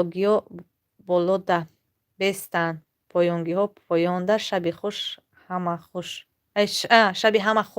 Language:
Tajik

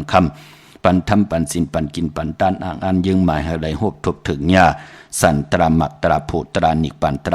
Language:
Shan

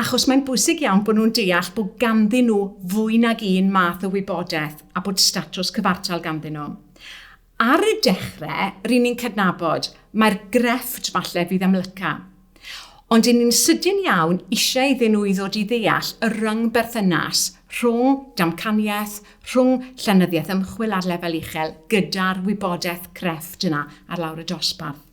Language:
Welsh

